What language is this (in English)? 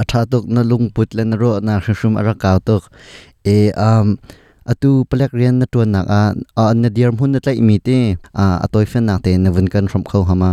Hakha Chin